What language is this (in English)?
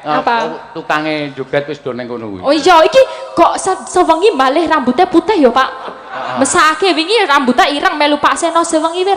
Javanese